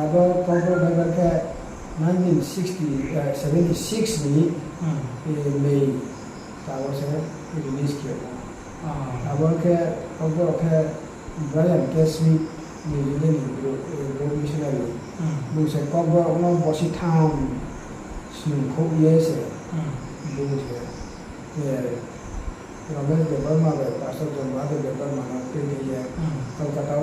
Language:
Riang (India)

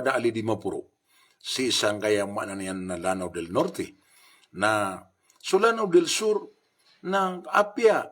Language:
Maranao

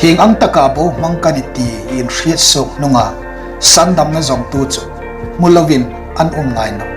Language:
Hmar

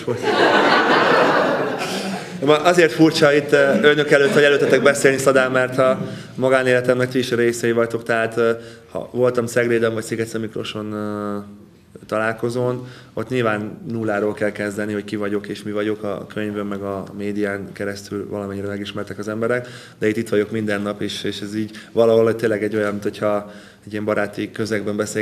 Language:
Hungarian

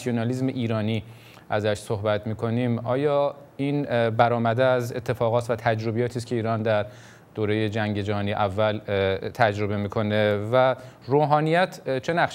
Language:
Persian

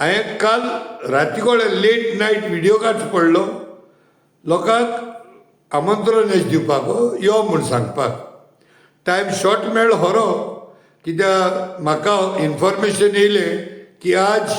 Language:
Konkani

